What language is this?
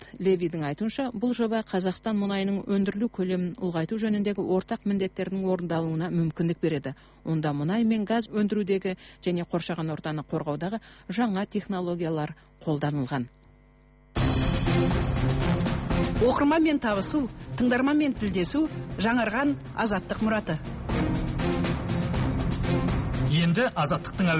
Kazakh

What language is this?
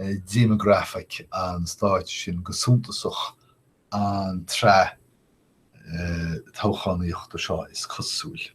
Irish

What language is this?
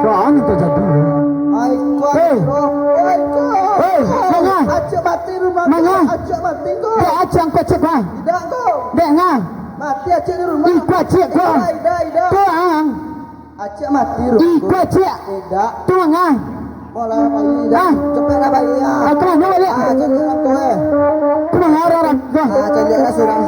Minangkabau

